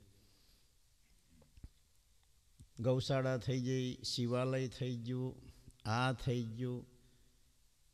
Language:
Gujarati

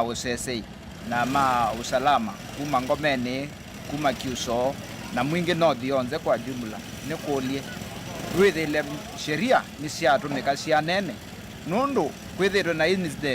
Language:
Kamba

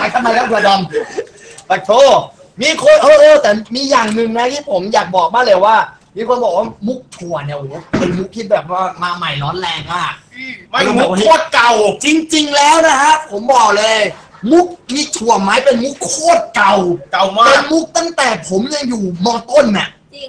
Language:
Thai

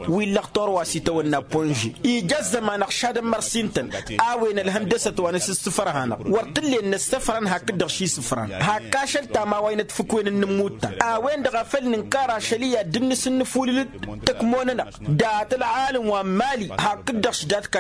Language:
Tamasheq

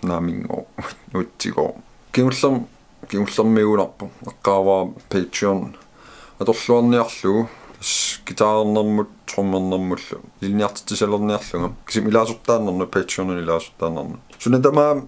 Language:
Kalaallisut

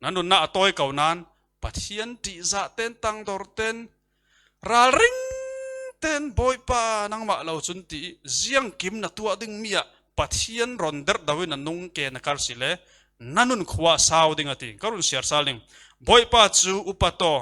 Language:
Falam Chin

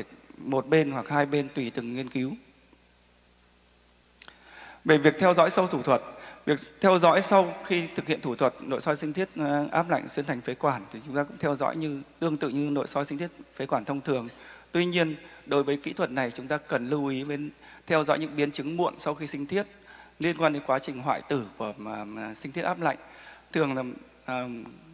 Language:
Vietnamese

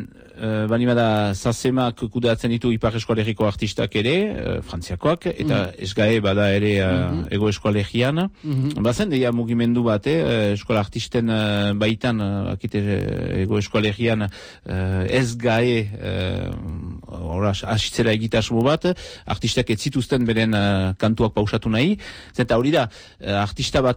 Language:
Basque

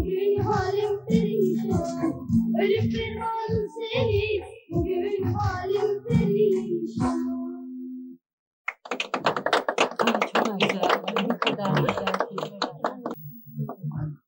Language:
Turkish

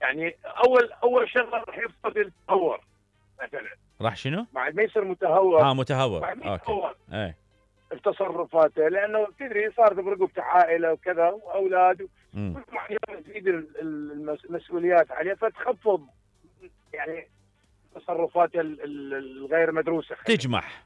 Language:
Mesopotamian Arabic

